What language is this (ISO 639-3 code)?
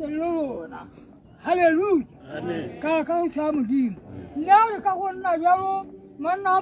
tsn